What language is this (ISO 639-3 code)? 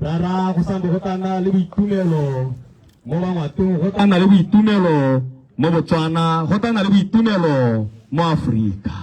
tsn